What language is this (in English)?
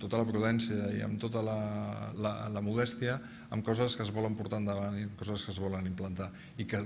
Catalan